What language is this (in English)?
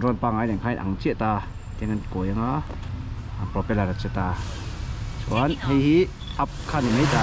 Mizo